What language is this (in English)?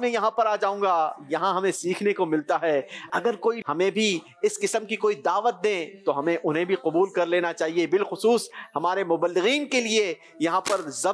Urdu